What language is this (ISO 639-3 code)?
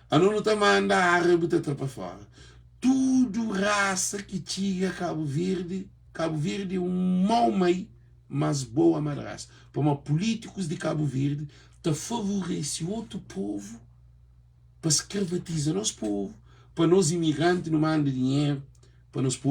kea